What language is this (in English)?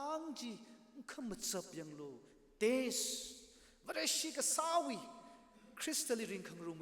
Tangkhul Naga (India)